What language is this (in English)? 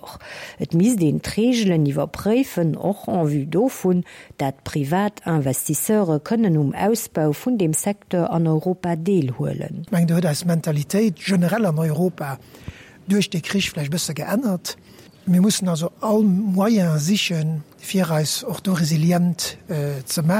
Luxembourgish